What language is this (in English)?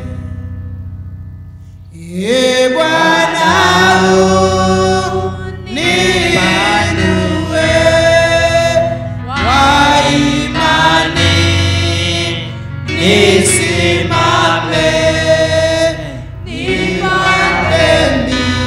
Swahili